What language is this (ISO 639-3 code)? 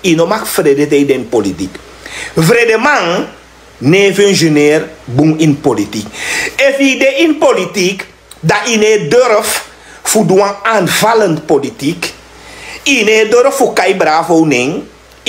srn